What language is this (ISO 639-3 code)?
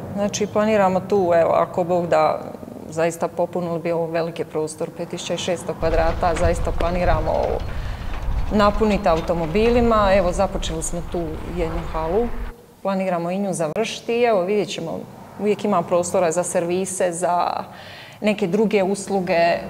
hrv